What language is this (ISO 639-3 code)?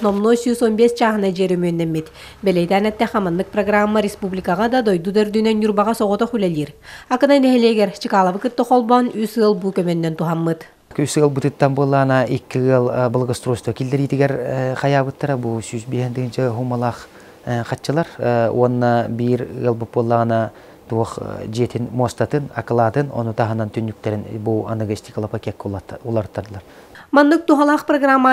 sah